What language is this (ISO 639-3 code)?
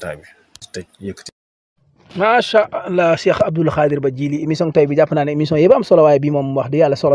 wol